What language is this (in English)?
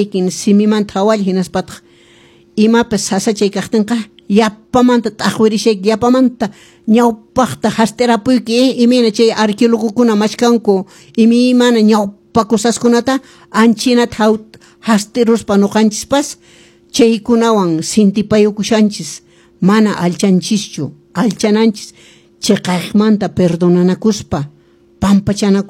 Quechua